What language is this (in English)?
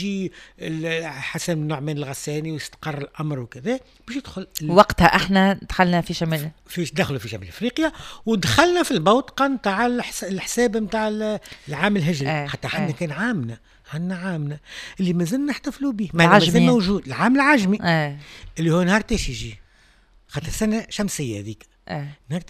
Tunisian Arabic